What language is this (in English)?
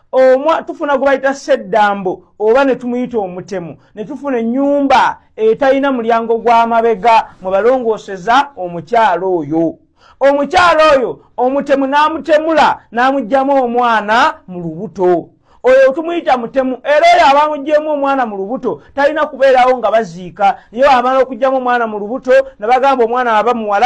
Ganda